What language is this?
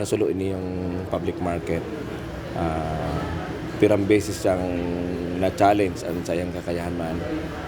Bikol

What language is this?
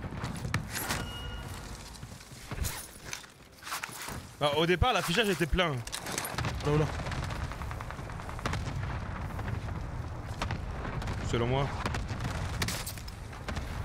French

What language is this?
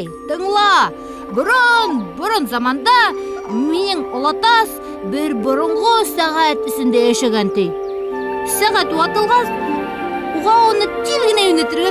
Bashkir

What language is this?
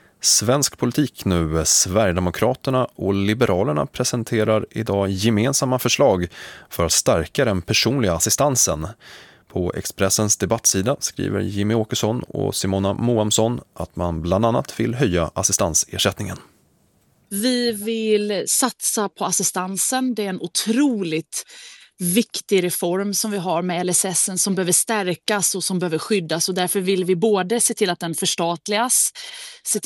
Swedish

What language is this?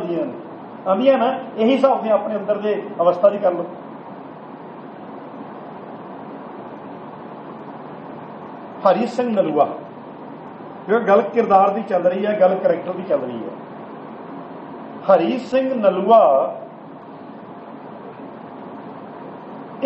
Punjabi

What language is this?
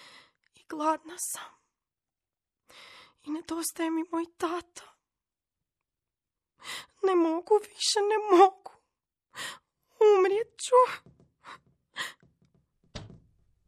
Croatian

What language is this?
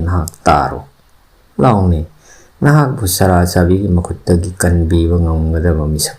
Manipuri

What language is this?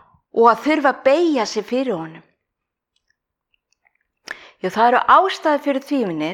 Icelandic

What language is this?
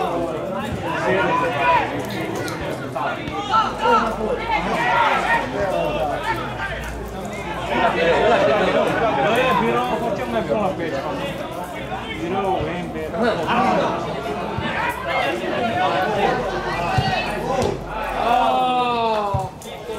Romanian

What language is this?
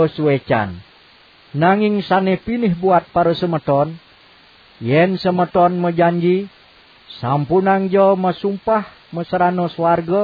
Balinese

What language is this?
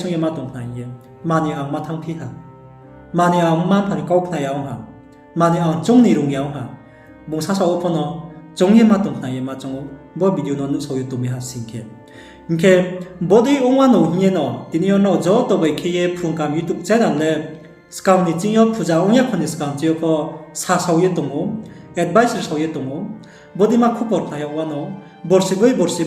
Riang (India)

